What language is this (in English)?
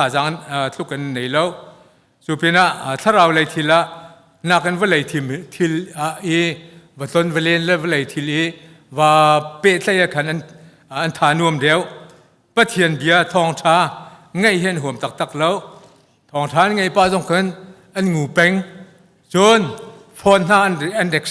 Hakha Chin